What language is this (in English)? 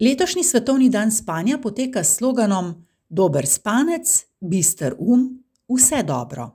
Slovenian